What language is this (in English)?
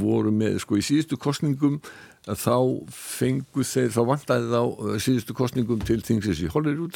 Icelandic